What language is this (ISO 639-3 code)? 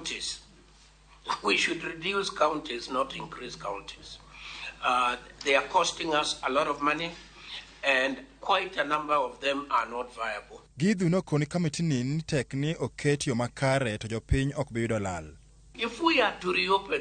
luo